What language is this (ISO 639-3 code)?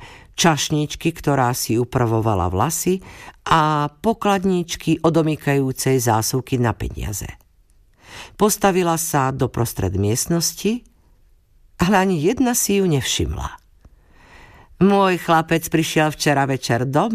slk